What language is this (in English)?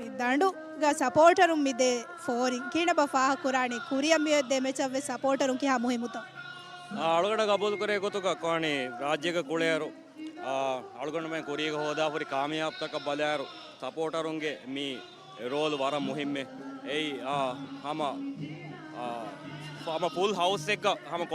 Divehi